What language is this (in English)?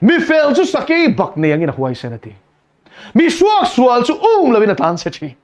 Mizo